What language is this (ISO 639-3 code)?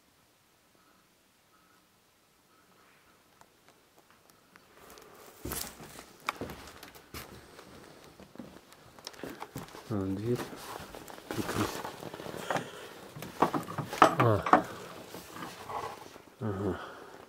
rus